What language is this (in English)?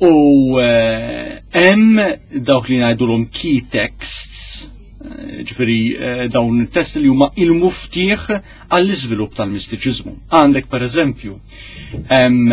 Maltese